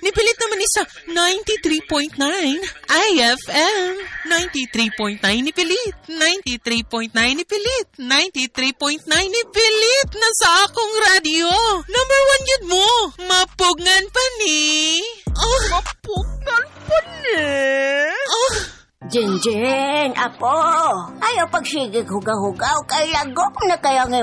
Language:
Cebuano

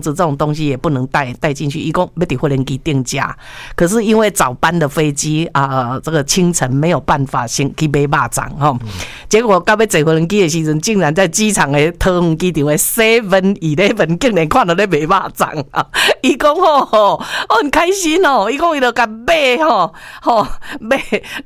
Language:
Min Nan Chinese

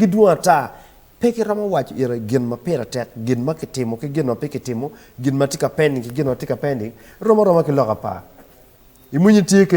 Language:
Acoli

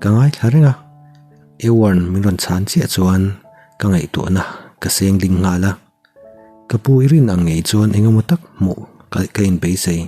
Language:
Mizo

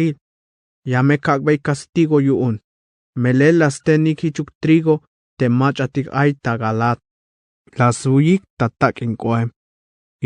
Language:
Tzeltal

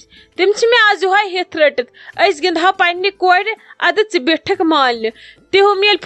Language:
Kashmiri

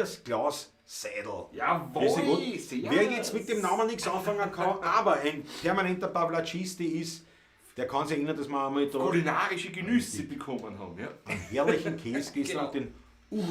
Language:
Bavarian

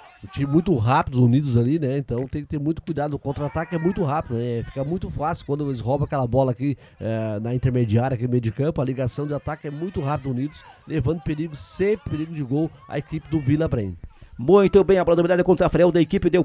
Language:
Portuguese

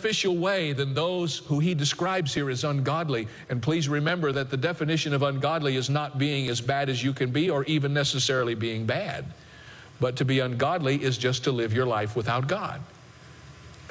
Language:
English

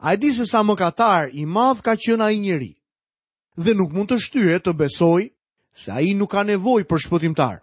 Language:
Albanian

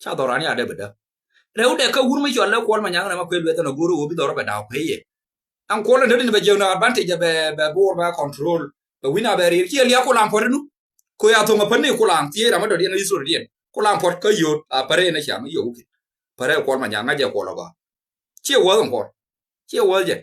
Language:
Nuer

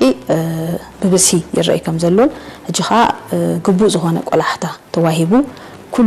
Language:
Tigrinya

